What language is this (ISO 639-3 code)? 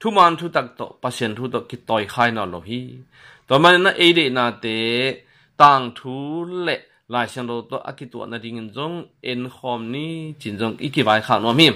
ctd